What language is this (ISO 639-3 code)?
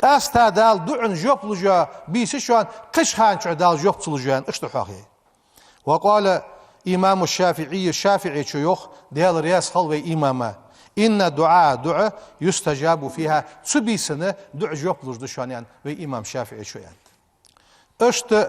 inh